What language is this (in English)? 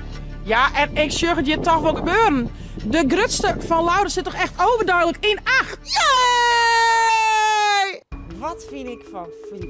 Western Frisian